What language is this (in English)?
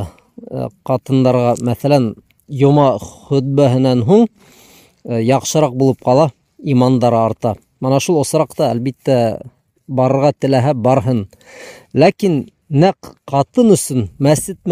Bashkir